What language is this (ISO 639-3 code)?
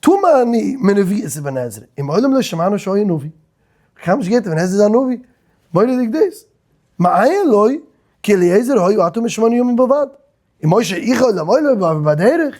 yid